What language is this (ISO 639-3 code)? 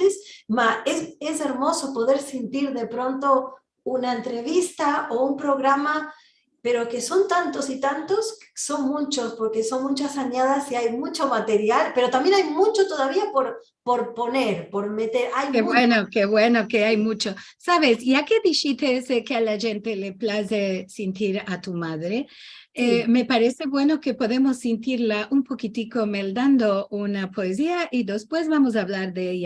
lad